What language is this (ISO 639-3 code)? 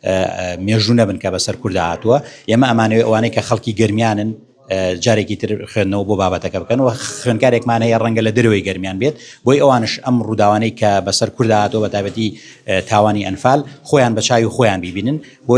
ckb